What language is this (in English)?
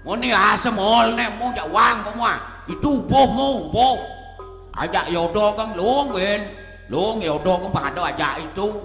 Balinese